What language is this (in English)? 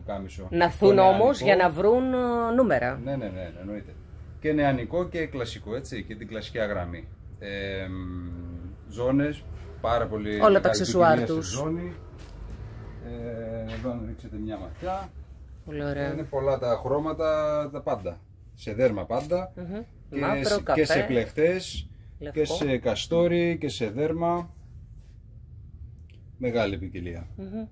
Greek